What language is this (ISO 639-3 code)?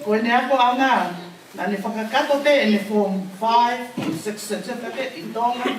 ton